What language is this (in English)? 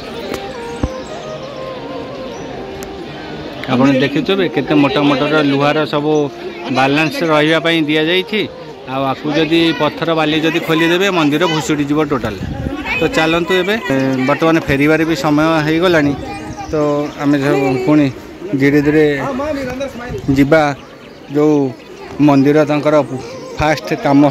Odia